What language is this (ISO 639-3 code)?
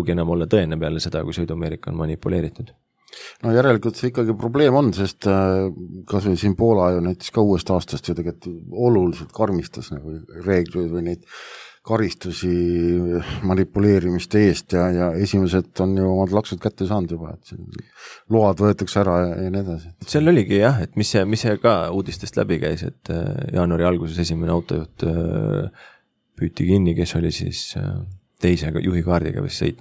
est